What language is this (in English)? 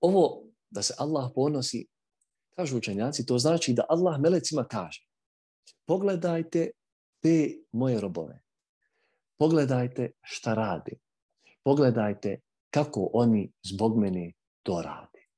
Bosnian